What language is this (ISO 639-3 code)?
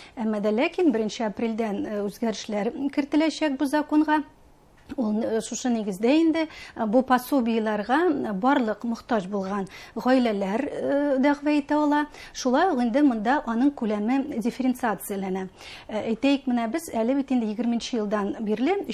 bak